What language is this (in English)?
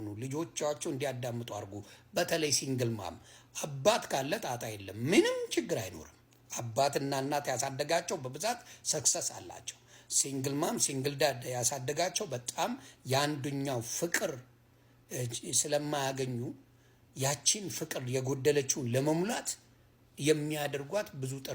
Amharic